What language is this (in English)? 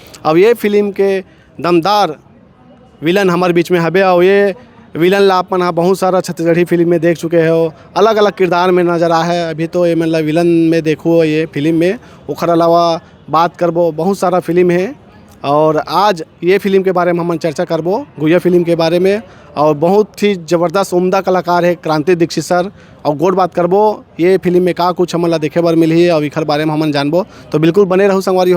Chhattisgarhi